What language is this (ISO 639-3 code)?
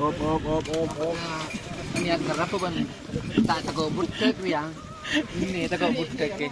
mad